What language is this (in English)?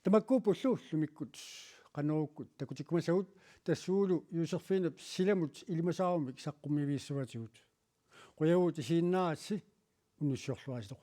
Kalaallisut